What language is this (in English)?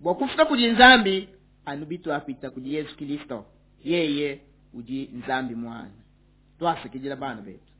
Luba-Lulua